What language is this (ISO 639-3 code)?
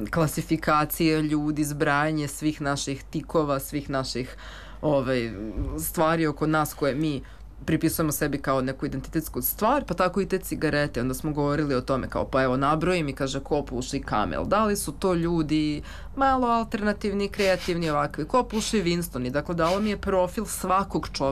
srp